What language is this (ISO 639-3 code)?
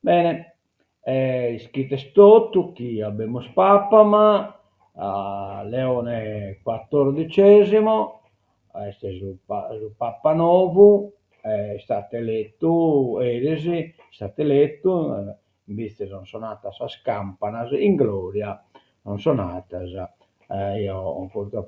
srd